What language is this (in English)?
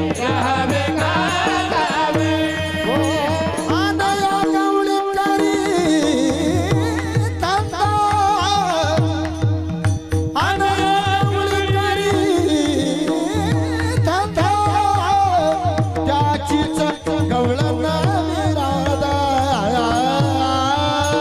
Marathi